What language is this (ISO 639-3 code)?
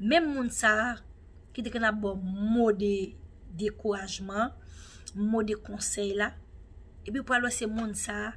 hat